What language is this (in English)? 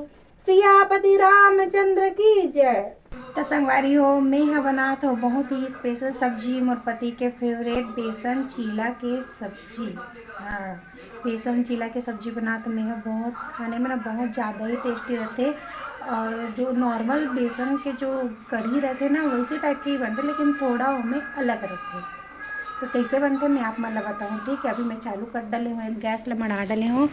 Chhattisgarhi